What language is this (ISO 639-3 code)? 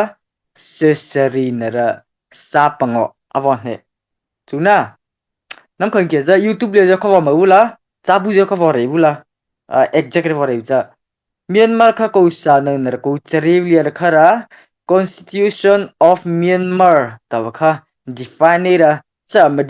mrh